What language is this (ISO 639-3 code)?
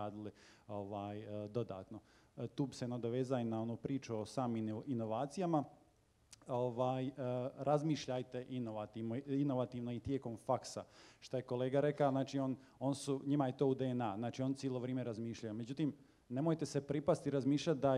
hrv